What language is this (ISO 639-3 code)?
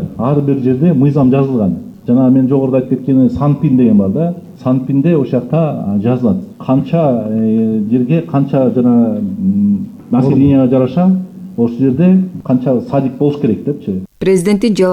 kir